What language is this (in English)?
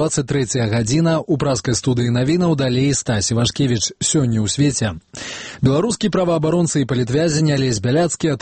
Belarusian